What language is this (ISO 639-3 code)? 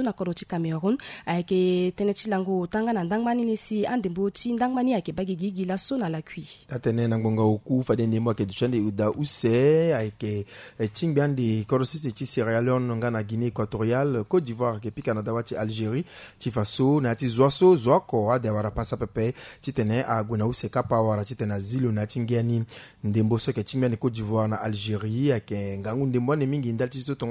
sag